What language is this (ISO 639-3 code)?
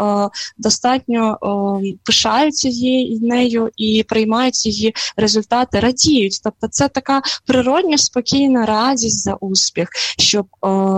ukr